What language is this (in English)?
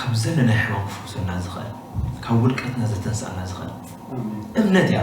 Tigrinya